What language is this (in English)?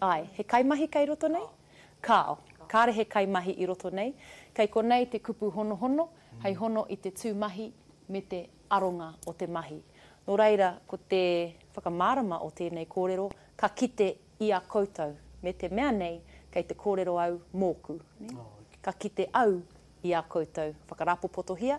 Māori